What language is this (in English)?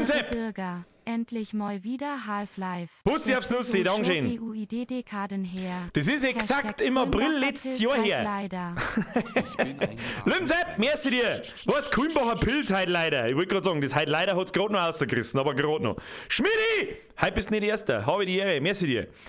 Bavarian